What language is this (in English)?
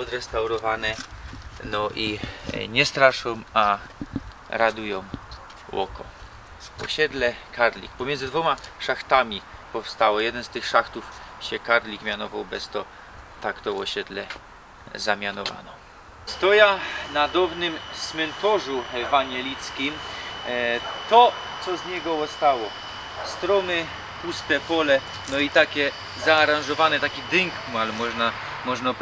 Silesian